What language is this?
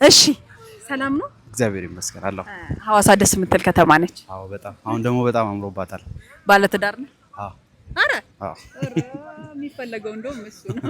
Amharic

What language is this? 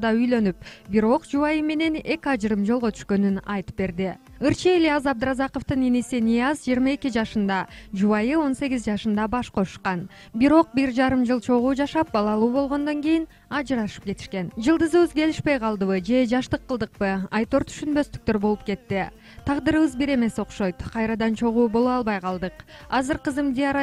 Kyrgyz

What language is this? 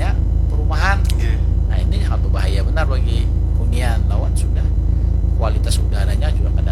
Banjar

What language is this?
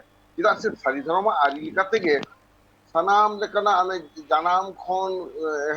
Santali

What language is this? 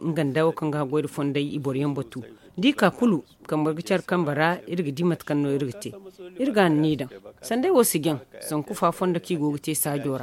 Zarma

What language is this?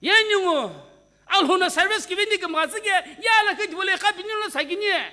Sumi Naga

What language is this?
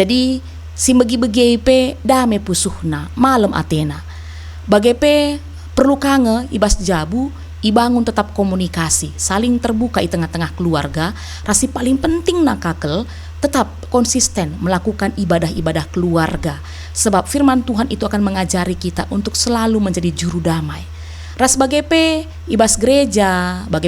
Batak Karo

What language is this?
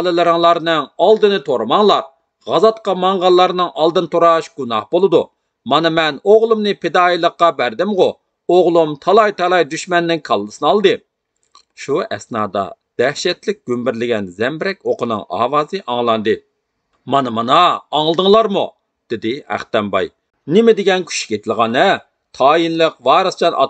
Uyghur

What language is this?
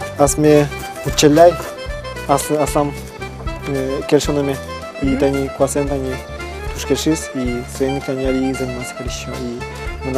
Udmurt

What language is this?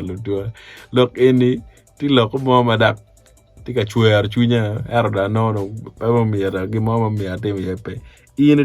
Acoli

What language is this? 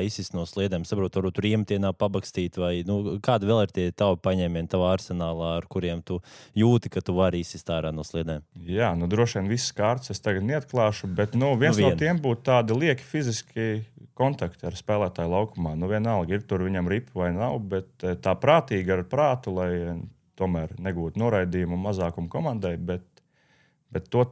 Latvian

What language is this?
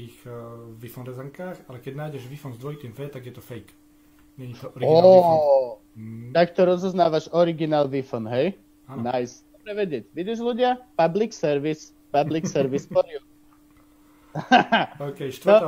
Slovak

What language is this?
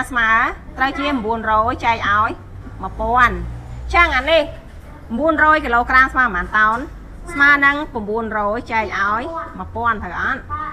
Khmer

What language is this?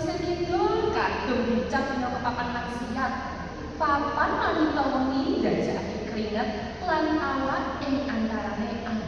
Javanese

